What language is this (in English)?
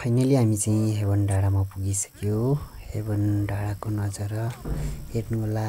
Nepali